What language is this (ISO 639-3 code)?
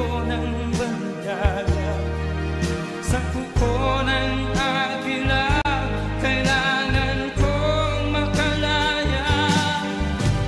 fil